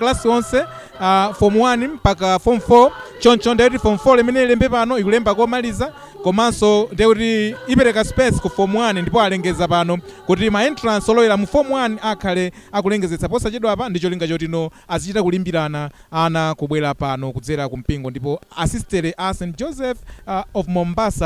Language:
Nyanja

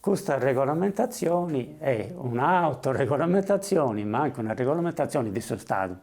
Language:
Sardinian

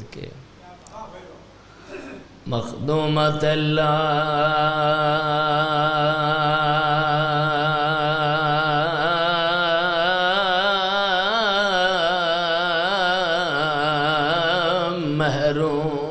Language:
Urdu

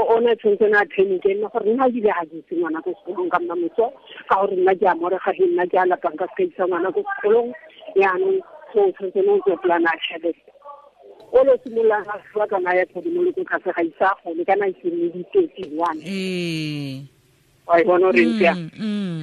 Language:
Tswana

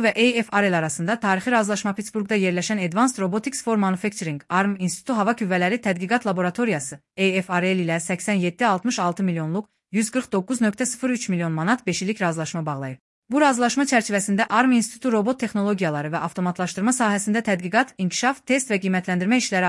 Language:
Azerbaijani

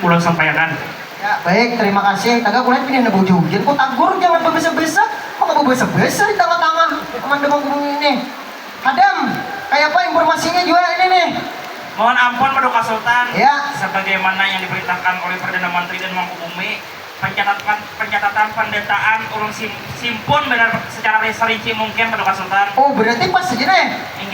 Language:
Banjar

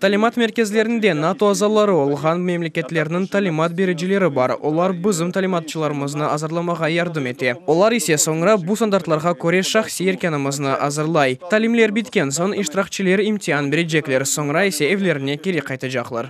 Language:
Crimean Tatar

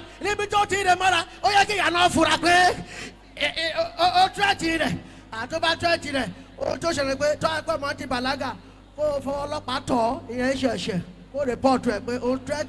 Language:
Yoruba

